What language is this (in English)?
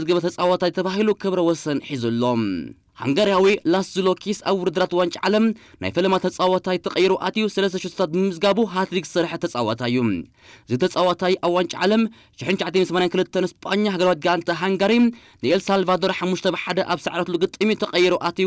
Tigrinya